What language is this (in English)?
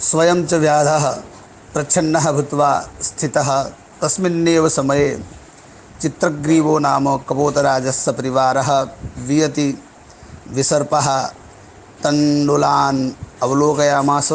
Sanskrit